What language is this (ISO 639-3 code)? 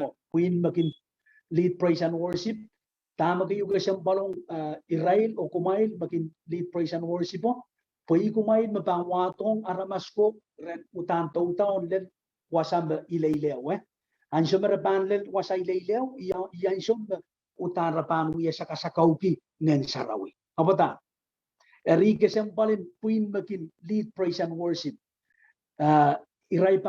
pon